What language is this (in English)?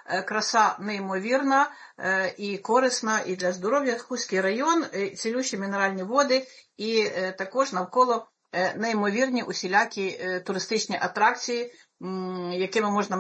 Ukrainian